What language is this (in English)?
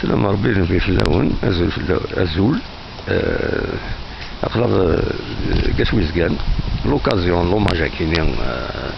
Kabyle